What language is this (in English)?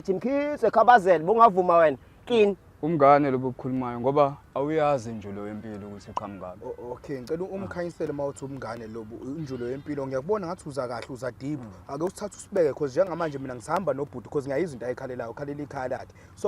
Zulu